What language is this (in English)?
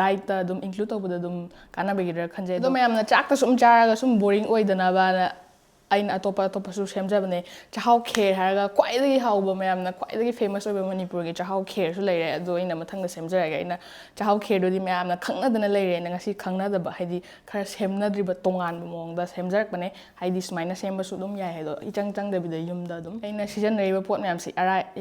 Manipuri